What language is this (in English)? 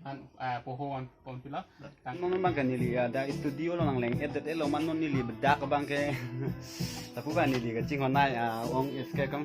Karbi